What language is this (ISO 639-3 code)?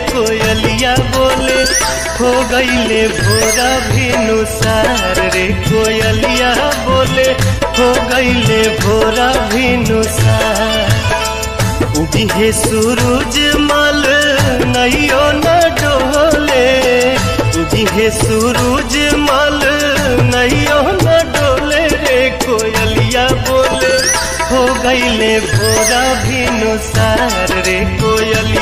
bho